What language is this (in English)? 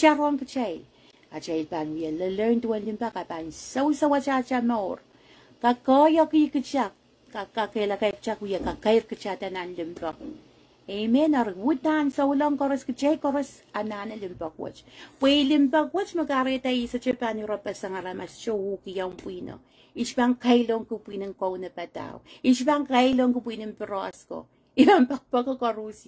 Pohnpeian